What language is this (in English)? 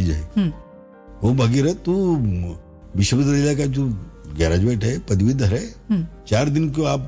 Hindi